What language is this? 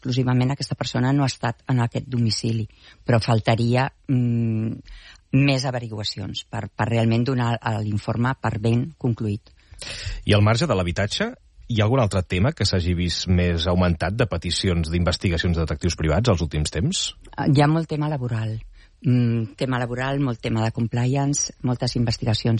Catalan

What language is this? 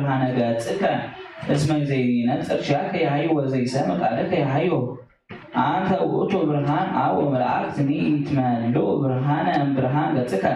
Geez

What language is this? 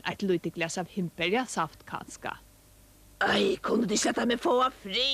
Faroese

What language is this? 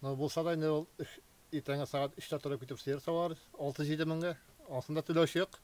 Tatar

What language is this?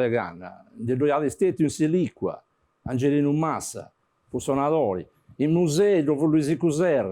Sardinian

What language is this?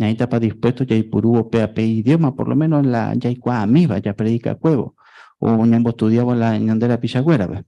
Guarani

